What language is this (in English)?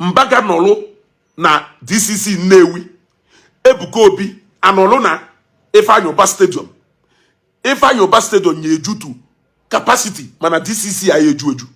Igbo